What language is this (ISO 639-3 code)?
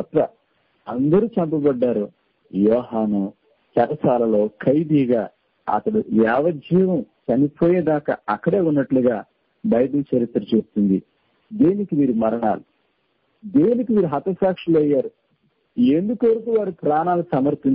tel